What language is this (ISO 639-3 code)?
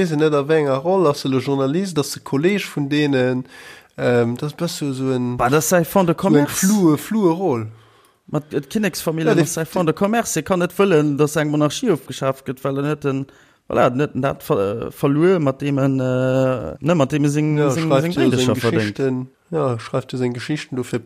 ltz